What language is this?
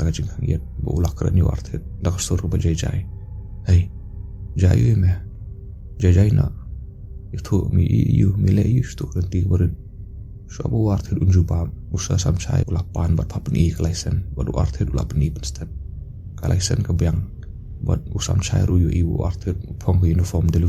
Khasi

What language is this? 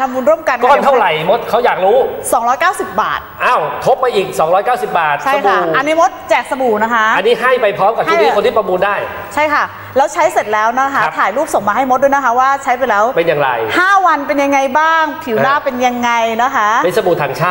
Thai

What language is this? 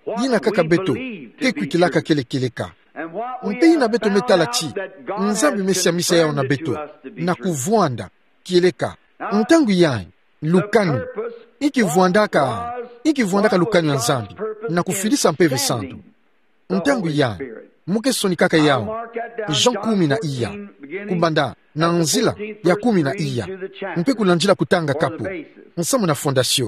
Kituba (Democratic Republic of Congo)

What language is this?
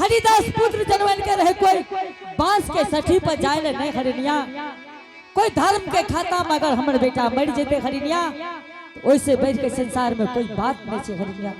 Angika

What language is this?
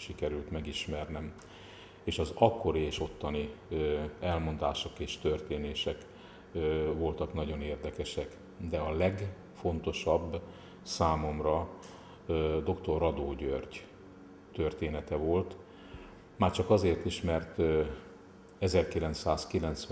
Hungarian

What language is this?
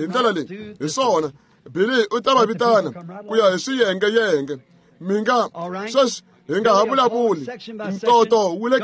Tsonga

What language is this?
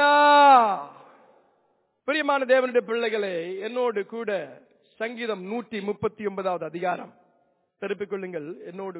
Tamil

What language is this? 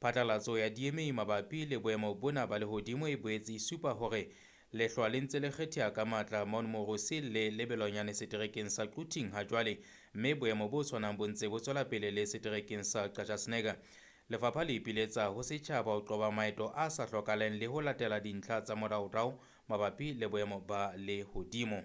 Southern Sotho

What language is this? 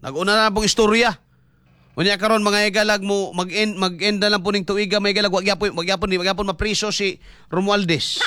Cebuano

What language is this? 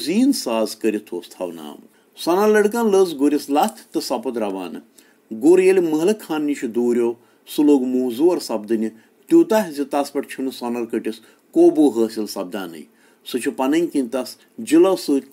Kashmiri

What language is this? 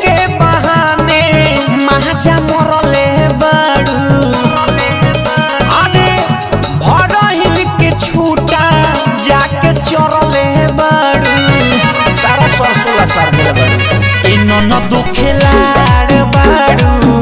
Bhojpuri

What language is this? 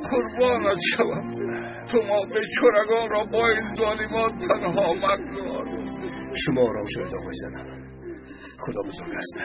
Tajik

